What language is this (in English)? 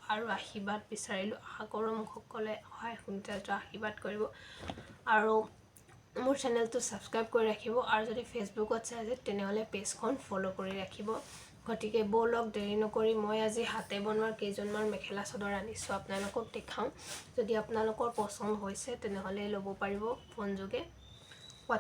Assamese